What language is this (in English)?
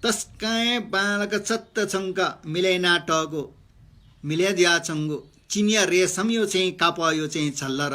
Newari